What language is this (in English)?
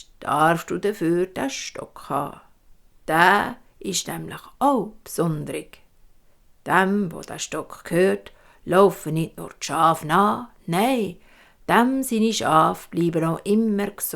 Swiss German